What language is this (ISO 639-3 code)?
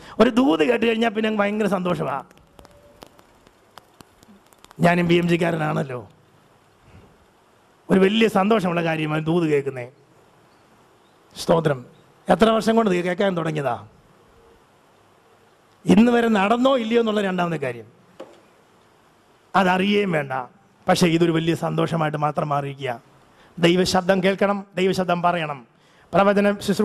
mal